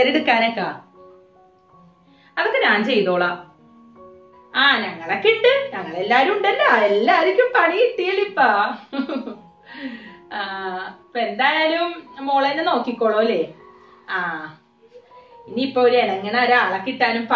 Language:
Malayalam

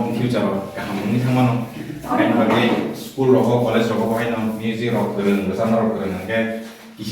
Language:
Kok Borok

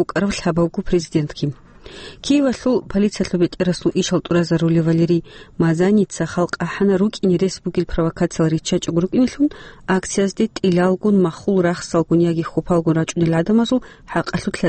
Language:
Avaric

